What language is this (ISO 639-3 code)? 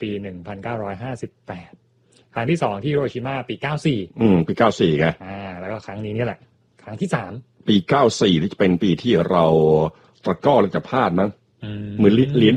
tha